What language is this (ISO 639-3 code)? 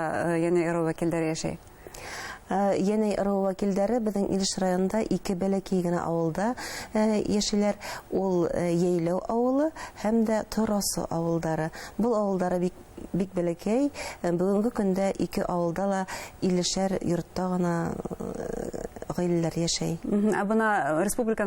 bak